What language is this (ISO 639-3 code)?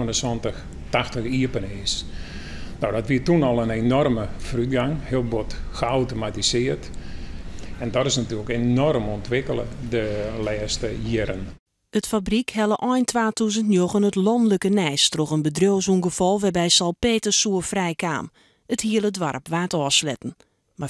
fry